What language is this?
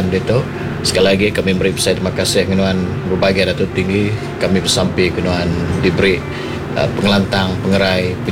Iban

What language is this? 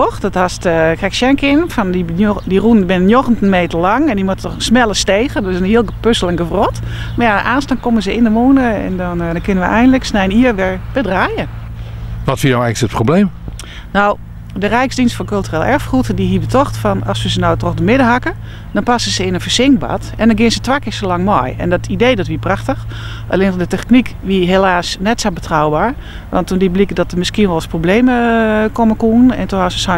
Western Frisian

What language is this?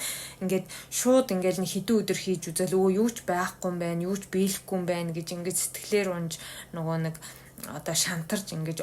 Mongolian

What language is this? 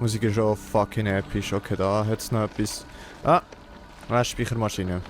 Swiss German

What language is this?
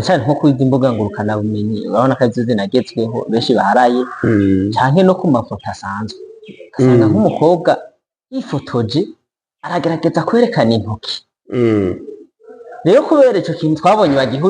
Rundi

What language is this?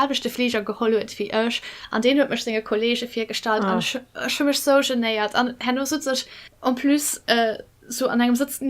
Luxembourgish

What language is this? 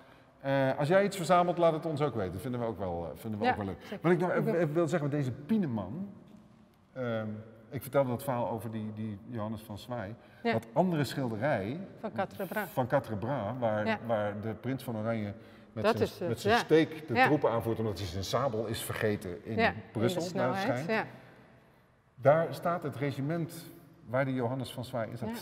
Dutch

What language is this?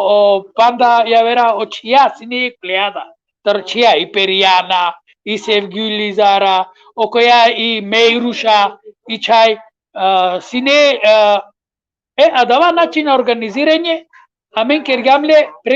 Balkan Romani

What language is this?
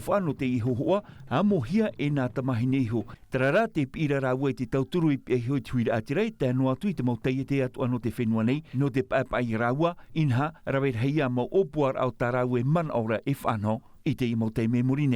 Tahitian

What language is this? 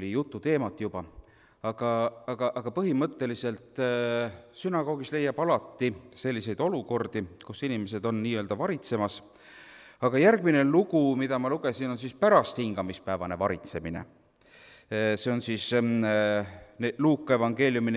Estonian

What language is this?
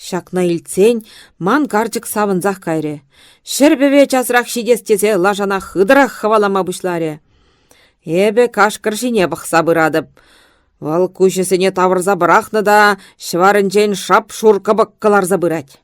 Chuvash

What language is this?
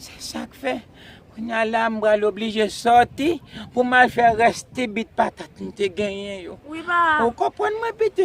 Haitian Creole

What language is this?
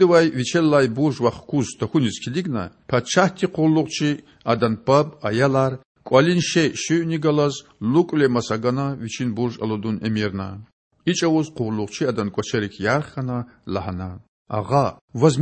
Lezghian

